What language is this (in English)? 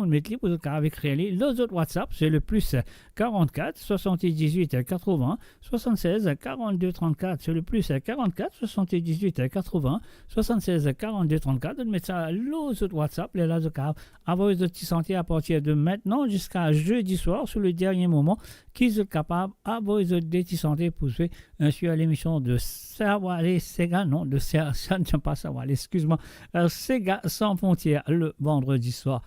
Morisyen